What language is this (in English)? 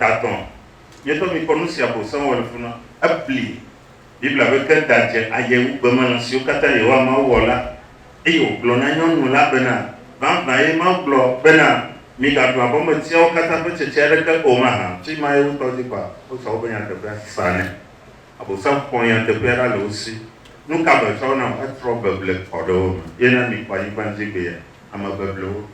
Ewe